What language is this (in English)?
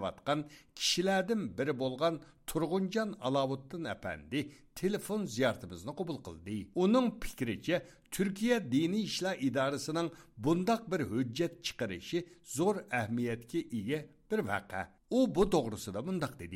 Uyghur